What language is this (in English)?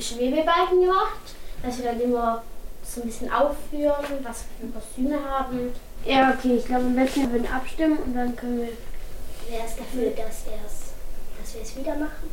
German